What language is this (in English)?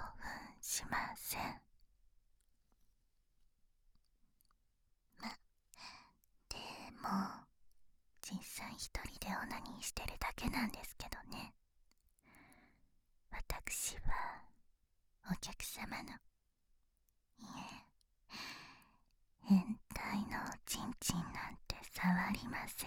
Japanese